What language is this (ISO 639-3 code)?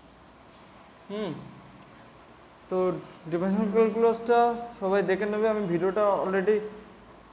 ben